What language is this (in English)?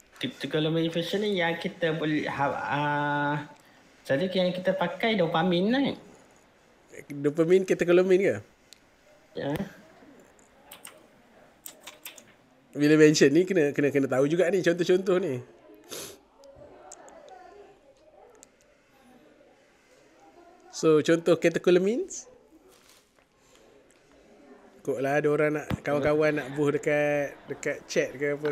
Malay